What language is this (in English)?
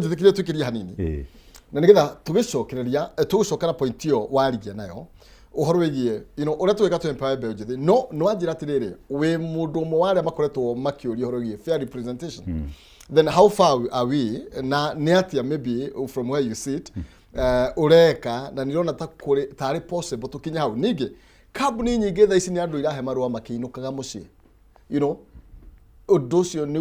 Kikuyu